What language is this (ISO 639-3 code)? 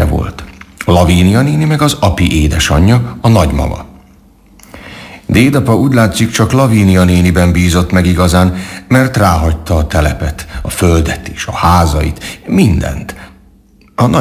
hun